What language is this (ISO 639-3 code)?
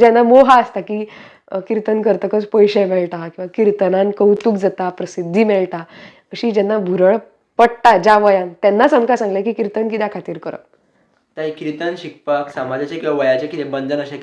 kok